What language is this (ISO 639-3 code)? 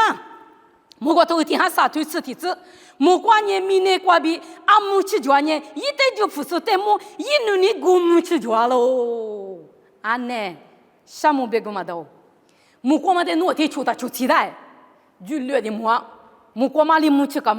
lis